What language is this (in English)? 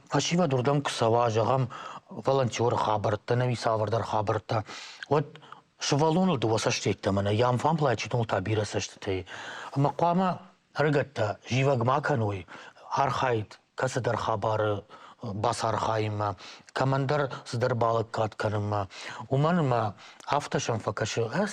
Ossetic